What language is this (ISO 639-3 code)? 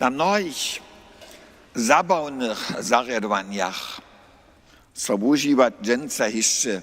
hsb